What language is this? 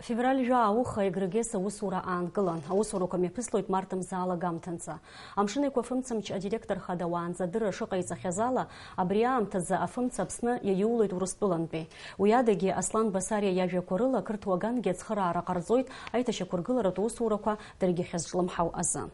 Abkhazian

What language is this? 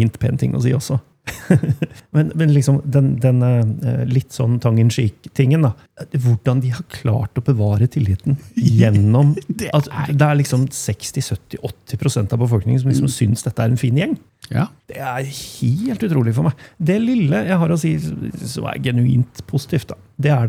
Norwegian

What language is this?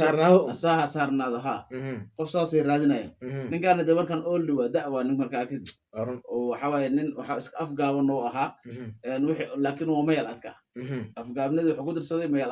Somali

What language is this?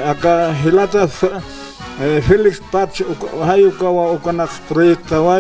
Aymara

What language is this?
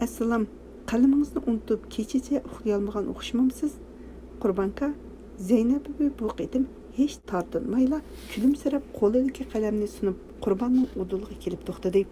Uyghur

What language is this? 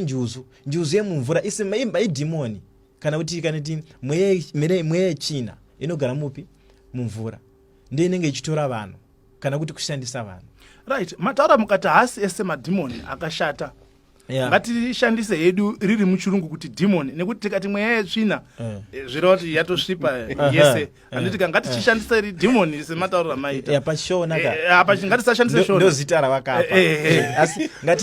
Shona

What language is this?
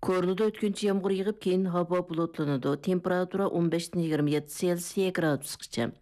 Uyghur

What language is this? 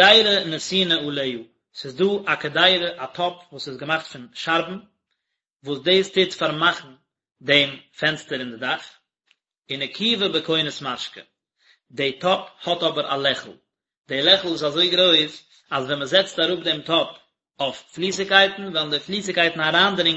Yiddish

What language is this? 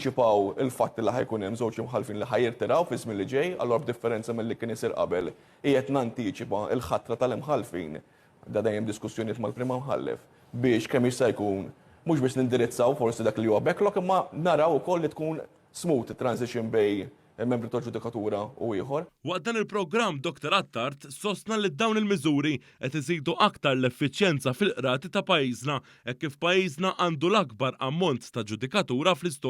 Maltese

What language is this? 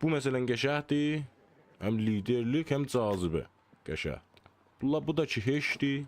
South Azerbaijani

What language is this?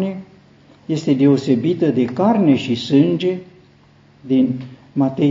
Romanian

